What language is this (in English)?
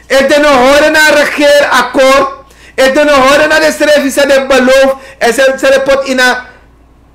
Sranan Tongo